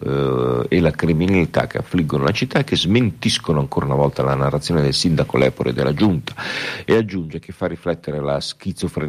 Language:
Italian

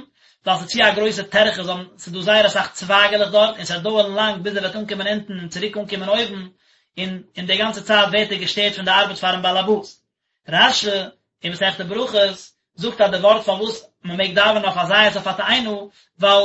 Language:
Yiddish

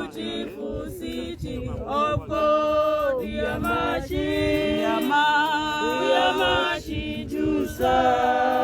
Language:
Tswana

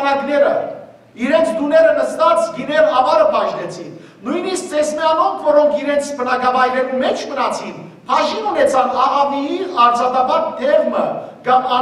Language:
Western Armenian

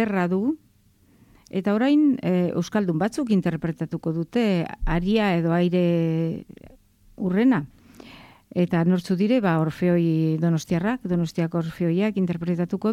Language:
Basque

